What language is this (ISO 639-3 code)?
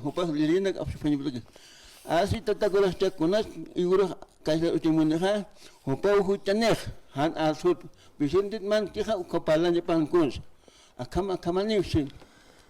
aym